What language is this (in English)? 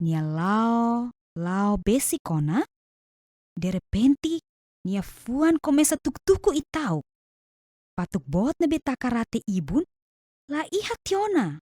Tetum